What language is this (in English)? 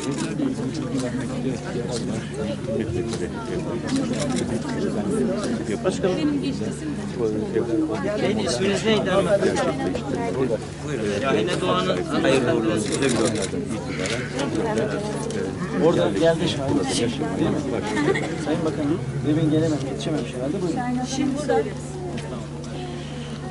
Turkish